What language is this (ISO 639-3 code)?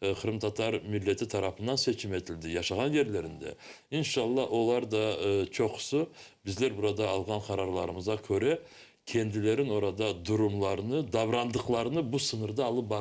crh